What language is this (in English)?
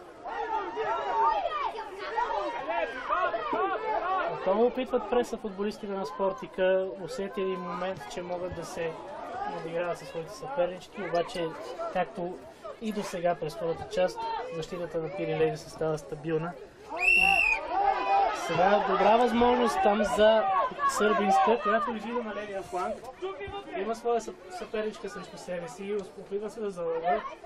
Bulgarian